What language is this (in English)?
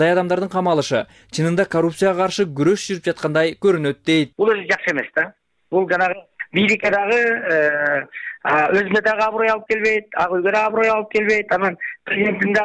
Kyrgyz